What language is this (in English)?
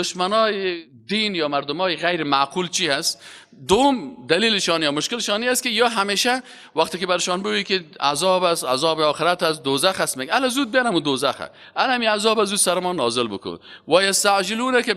Persian